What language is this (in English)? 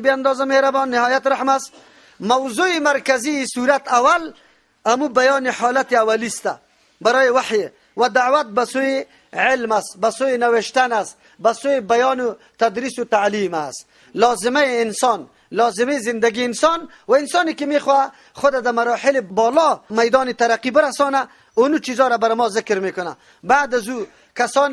Persian